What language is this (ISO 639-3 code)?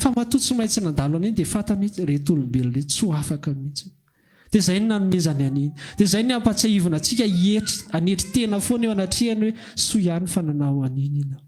mlg